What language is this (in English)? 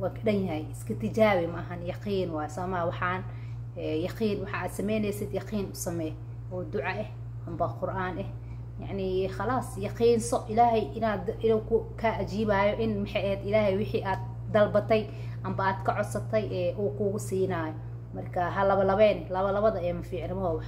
Somali